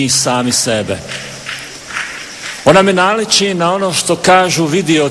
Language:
Croatian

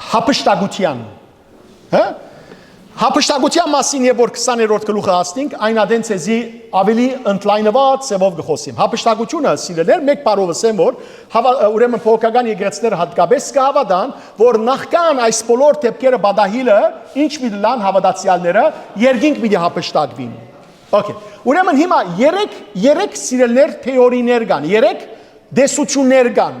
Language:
Western Armenian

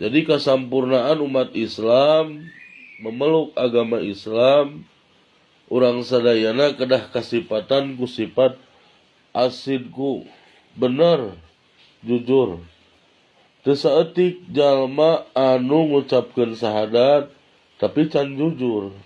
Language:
Sundanese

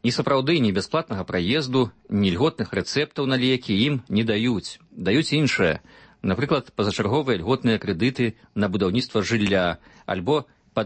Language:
Belarusian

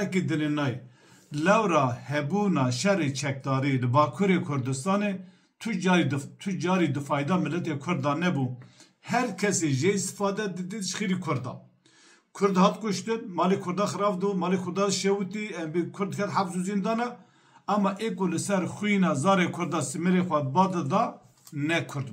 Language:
Kurdish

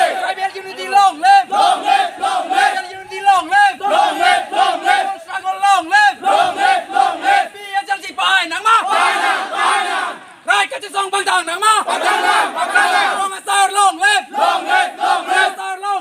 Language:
Karbi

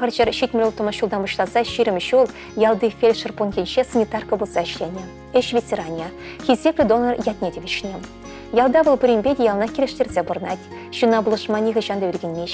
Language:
Chuvash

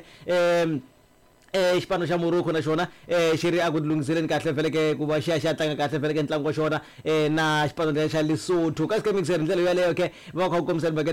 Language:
Tsonga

